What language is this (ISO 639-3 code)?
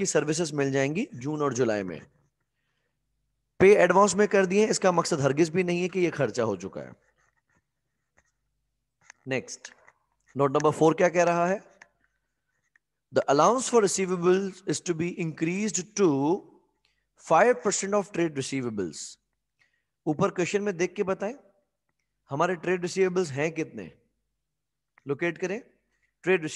hin